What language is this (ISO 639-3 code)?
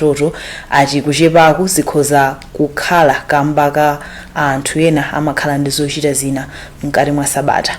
nya